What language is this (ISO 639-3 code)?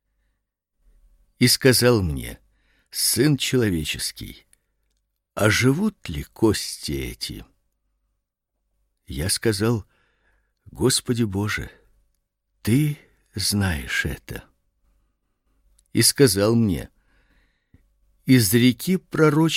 rus